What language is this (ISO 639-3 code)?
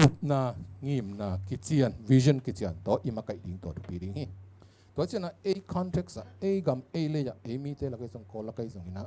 ctd